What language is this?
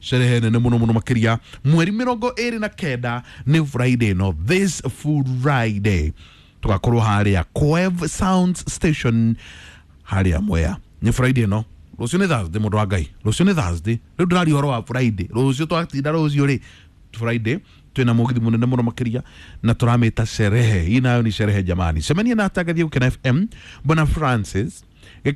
Kikuyu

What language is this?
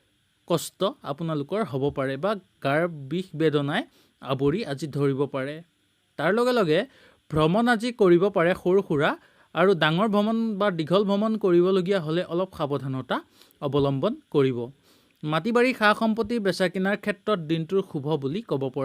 Assamese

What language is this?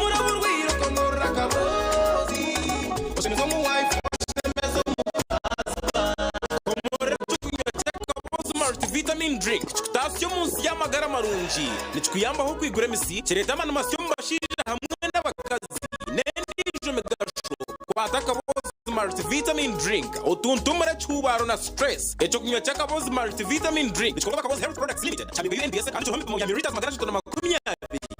Nyankole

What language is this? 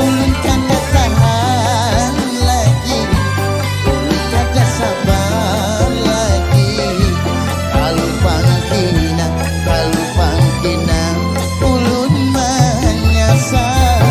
Banjar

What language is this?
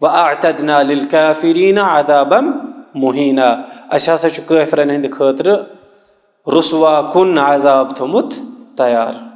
Kashmiri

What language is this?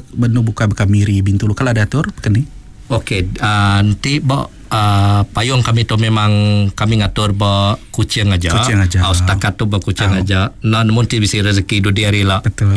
Iban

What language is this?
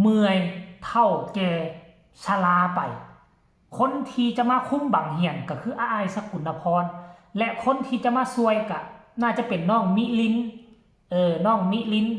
Lao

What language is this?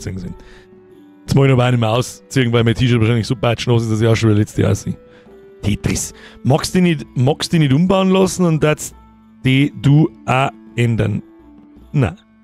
Bavarian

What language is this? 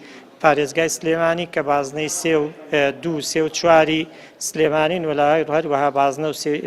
Central Kurdish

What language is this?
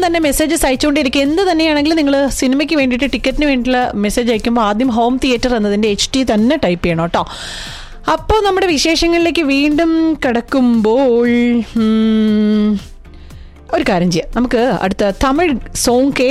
Malayalam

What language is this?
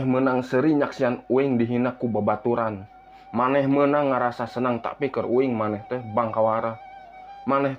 Sundanese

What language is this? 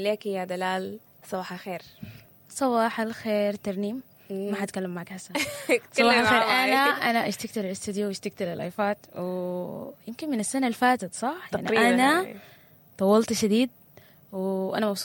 Sudanese Arabic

